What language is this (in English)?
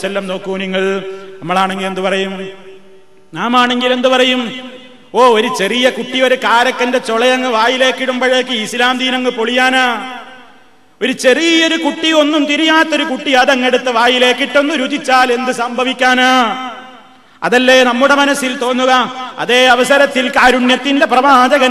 Malayalam